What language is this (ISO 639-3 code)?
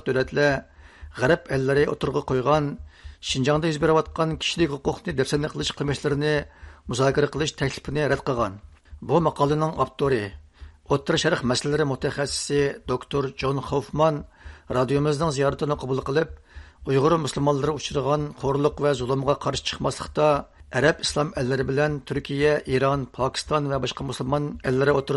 uig